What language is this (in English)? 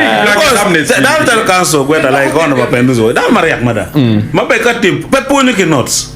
Acoli